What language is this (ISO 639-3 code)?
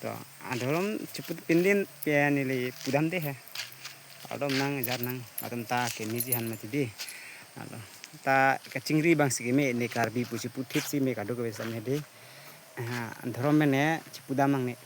mjw